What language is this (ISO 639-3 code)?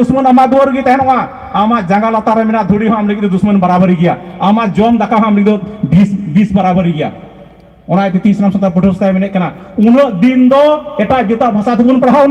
sat